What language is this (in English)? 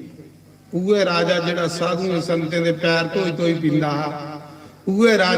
Dogri